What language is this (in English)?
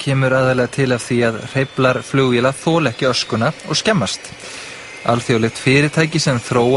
Icelandic